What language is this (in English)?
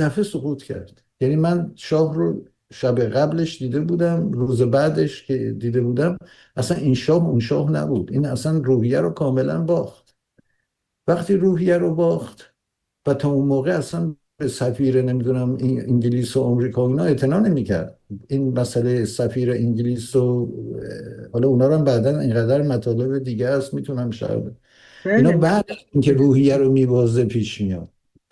Persian